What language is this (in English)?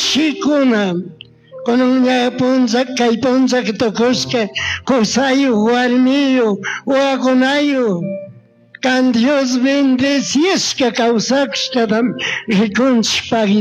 Chimborazo Highland Quichua